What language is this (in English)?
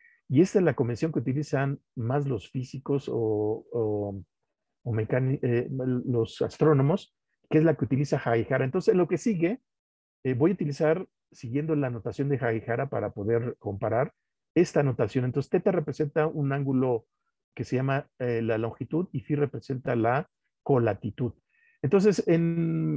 Spanish